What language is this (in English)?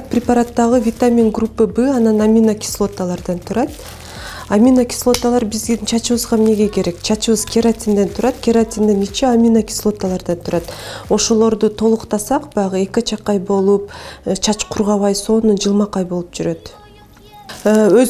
Kyrgyz